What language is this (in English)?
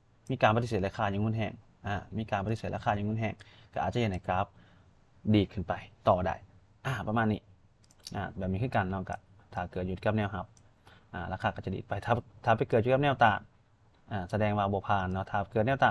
Lao